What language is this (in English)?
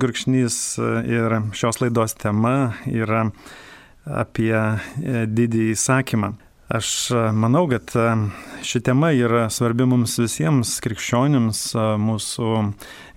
Lithuanian